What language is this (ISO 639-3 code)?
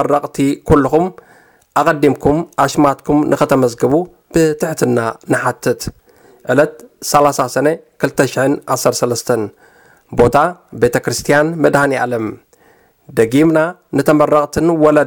tir